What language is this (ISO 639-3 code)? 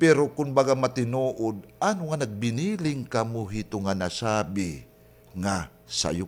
war